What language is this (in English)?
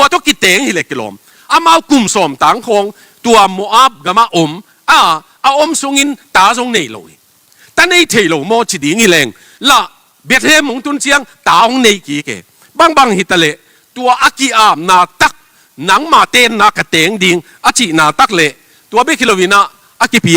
Tedim Chin